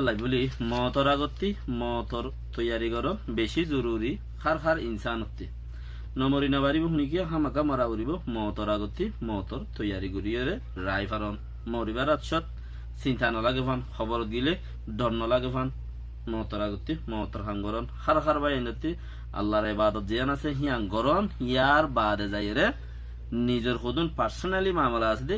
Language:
Rohingya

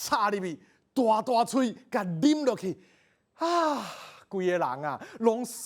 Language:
Min Nan Chinese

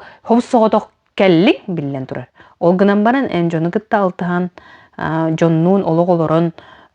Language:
Yakut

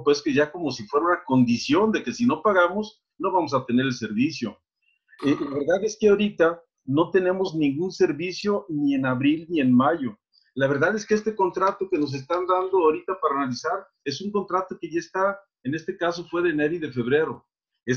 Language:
Spanish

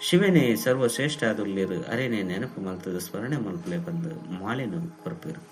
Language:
Tulu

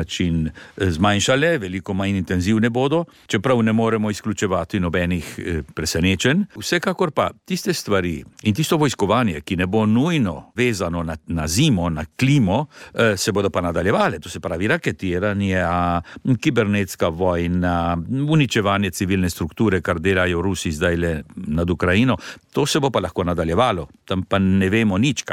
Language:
Slovenian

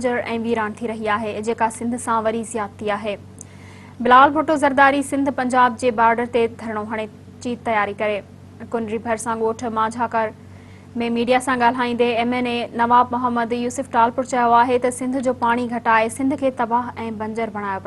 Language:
Sindhi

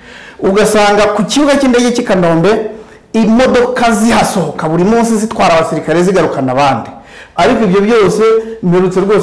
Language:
Kinyarwanda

